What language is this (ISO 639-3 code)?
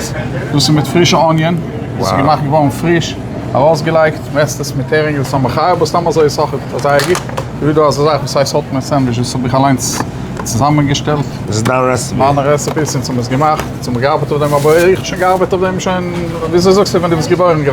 yid